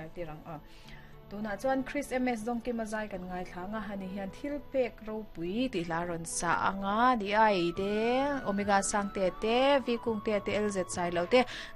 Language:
Mizo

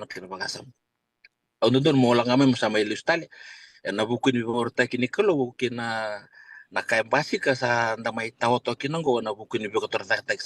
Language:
Fijian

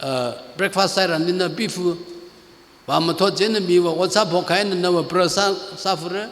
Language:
Tangkhul Naga (India)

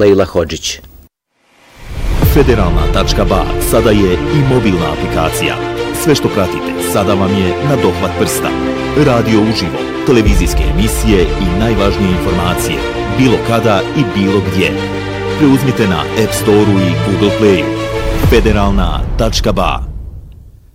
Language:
Bosnian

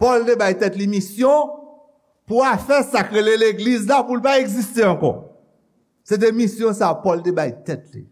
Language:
Haitian Creole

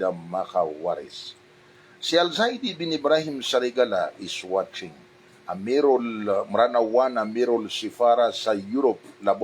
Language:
Maranao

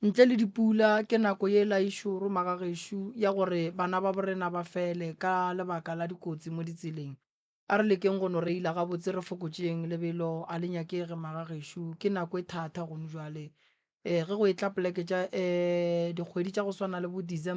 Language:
Northern Sotho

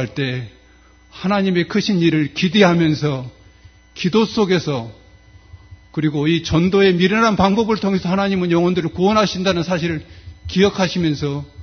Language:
Korean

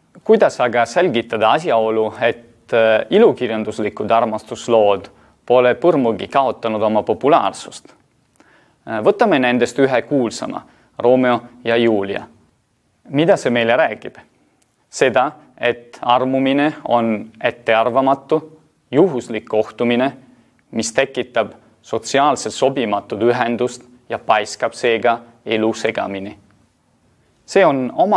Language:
Estonian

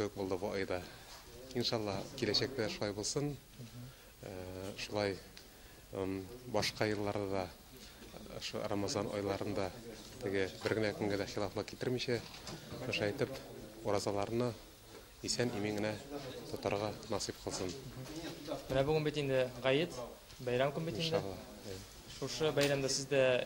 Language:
Tatar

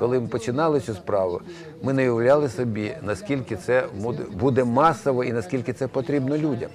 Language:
Ukrainian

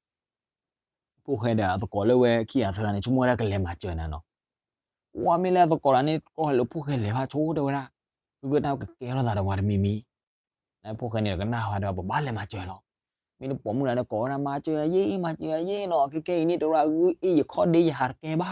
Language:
S'gaw Karen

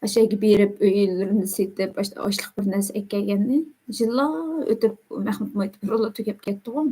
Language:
Uyghur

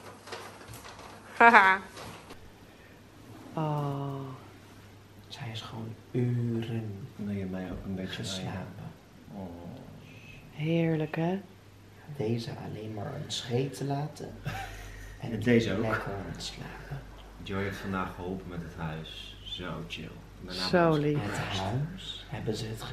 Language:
Dutch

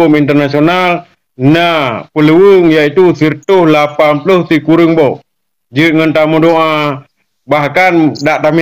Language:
Achinese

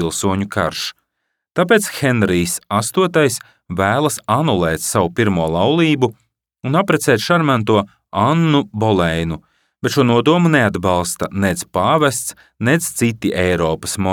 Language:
Latvian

